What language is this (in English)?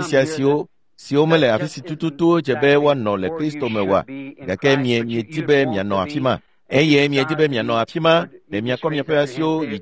Ewe